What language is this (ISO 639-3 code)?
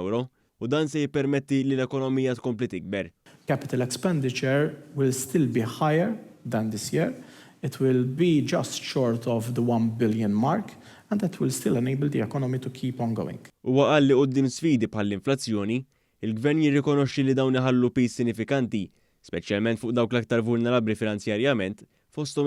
mlt